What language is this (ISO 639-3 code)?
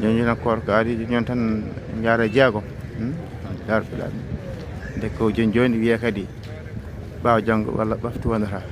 ful